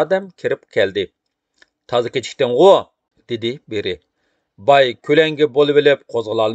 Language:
Uyghur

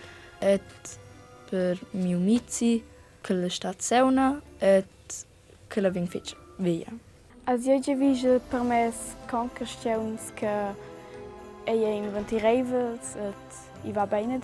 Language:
Romansh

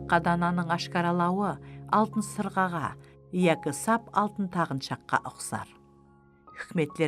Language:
Kara-Kalpak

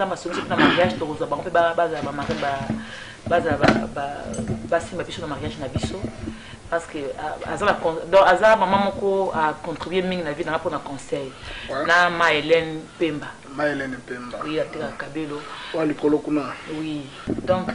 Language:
Lingala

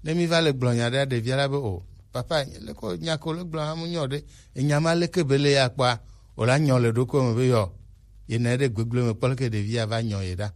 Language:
Gen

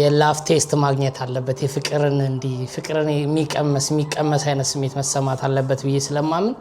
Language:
Amharic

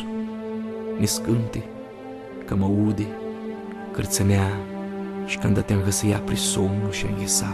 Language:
Aromanian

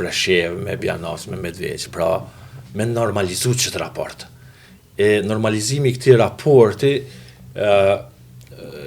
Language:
Albanian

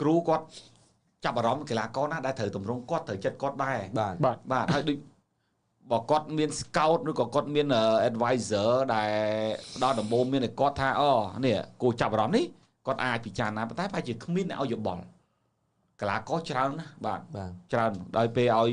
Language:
Khmer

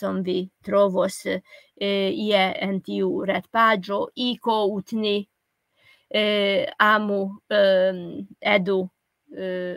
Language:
Esperanto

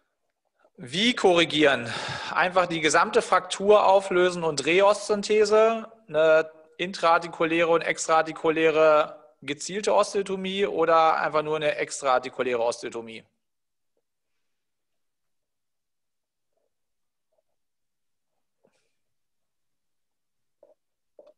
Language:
German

